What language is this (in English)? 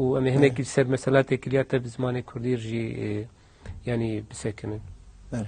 Kurdish